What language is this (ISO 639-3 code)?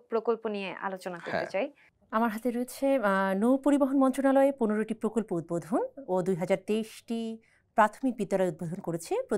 ben